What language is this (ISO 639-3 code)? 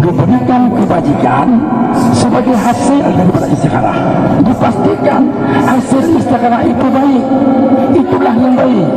ace